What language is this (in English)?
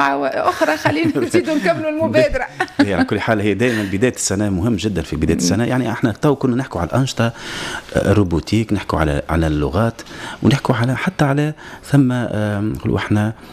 Tunisian Arabic